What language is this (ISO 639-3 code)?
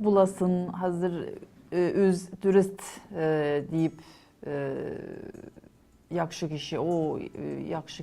tat